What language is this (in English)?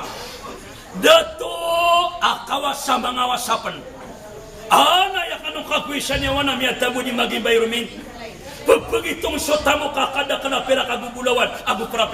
Maranao